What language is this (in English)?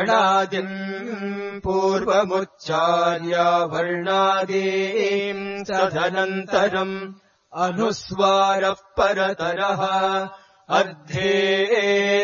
Sanskrit